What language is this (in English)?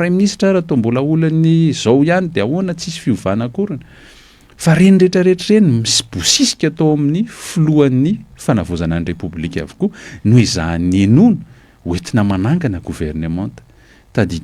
Malagasy